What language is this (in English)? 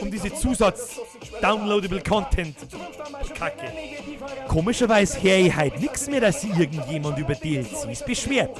Bavarian